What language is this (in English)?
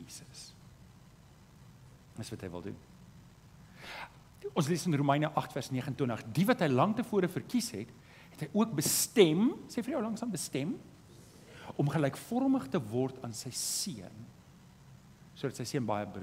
Afrikaans